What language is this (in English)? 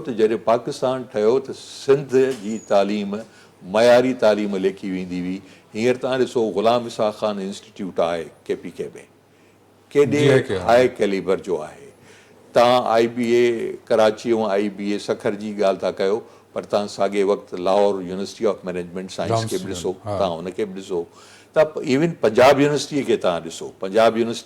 Sindhi